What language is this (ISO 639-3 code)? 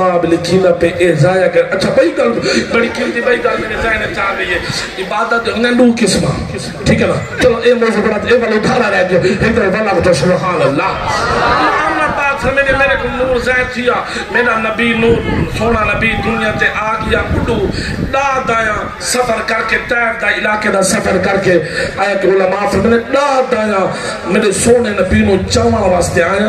skr